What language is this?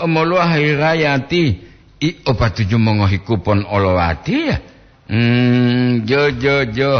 Gorontalo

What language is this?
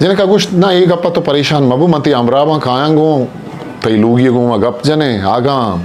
Eastern Balochi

